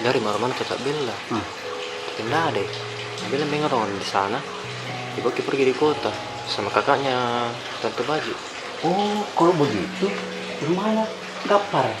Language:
Makassar Malay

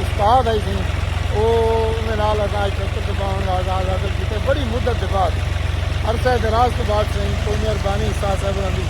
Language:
Saraiki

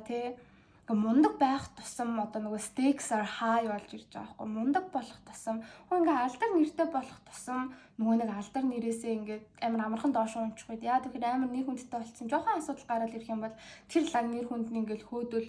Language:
Mongolian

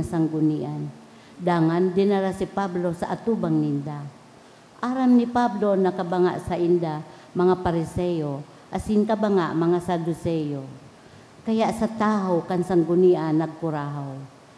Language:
Bikol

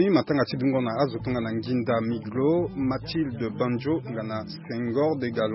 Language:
Sango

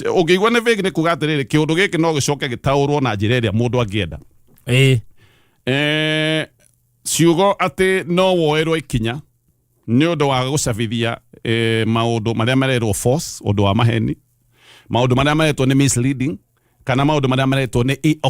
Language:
Kikuyu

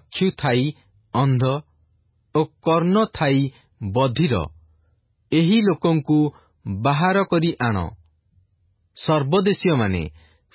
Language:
Odia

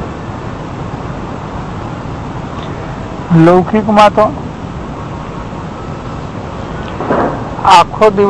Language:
Gujarati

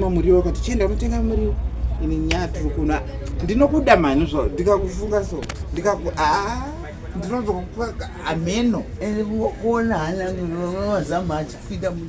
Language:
Shona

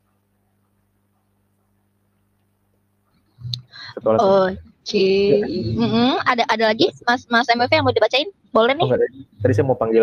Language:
Indonesian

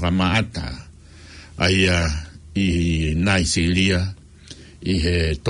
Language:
Tongan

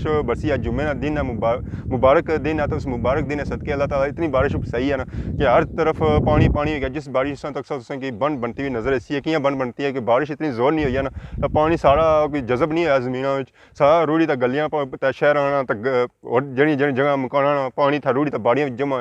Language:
Pahari-Potwari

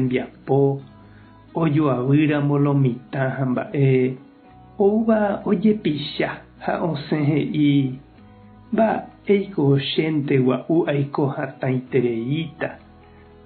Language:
Guarani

